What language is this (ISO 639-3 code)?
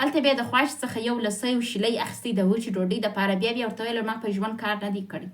pus